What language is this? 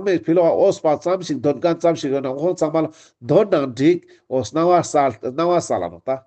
Ladakhi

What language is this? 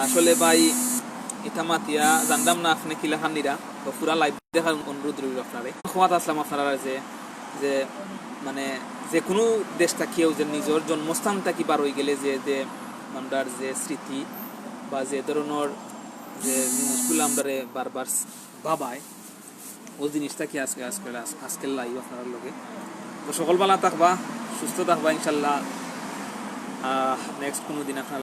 Sylheti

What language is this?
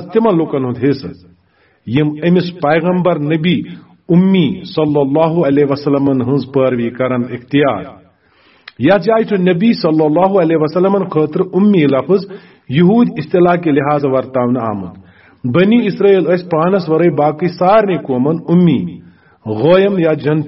Kashmiri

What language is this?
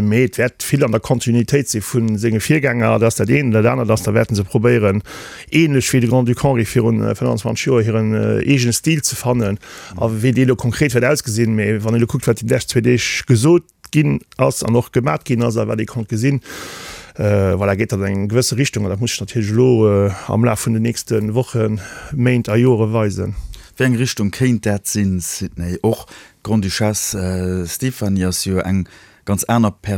Luxembourgish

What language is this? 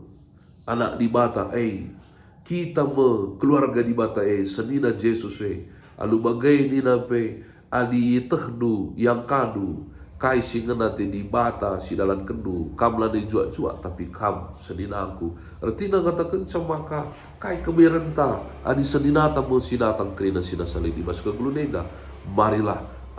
Batak Karo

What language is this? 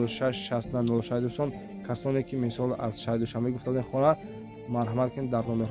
Tajik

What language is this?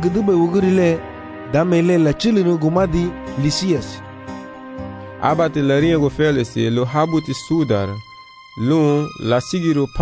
Garifuna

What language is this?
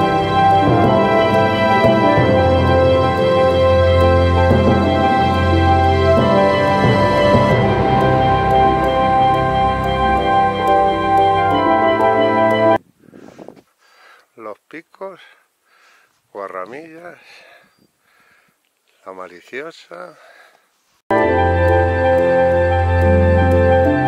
Spanish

